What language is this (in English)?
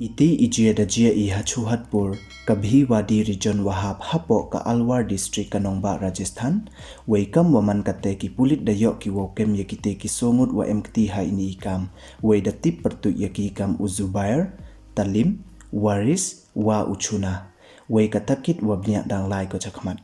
Pnar